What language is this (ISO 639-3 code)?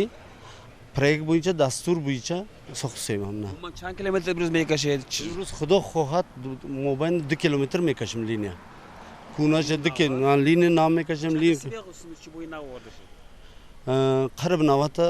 tgk